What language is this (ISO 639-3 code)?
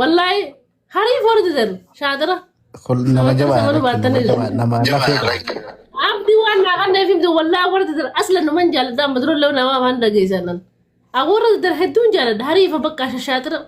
orm